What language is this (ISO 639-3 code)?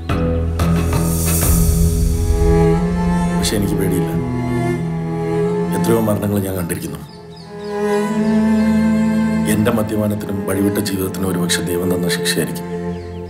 mal